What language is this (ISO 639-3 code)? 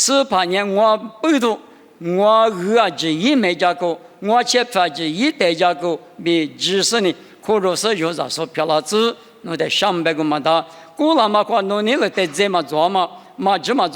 lis